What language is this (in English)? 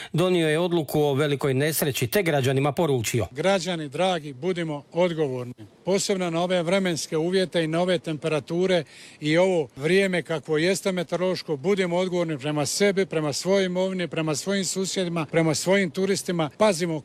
Croatian